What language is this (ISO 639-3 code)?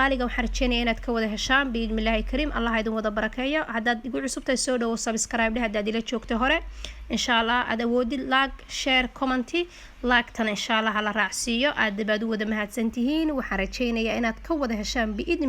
som